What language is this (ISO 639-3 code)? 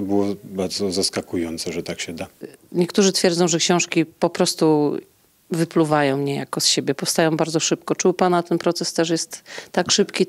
pol